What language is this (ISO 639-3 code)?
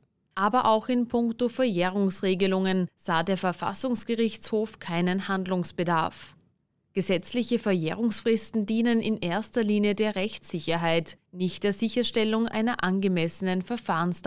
deu